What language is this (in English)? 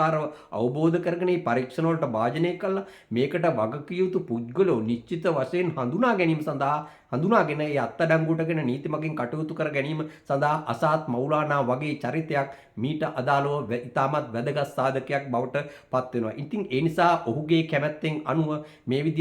Sinhala